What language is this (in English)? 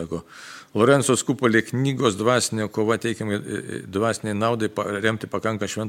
Lithuanian